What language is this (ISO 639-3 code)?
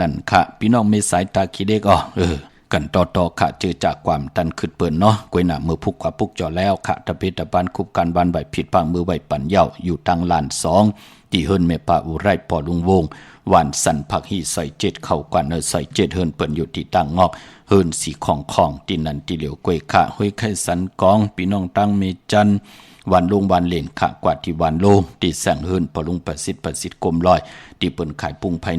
shn